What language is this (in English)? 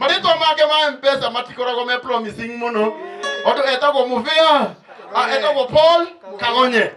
Kikuyu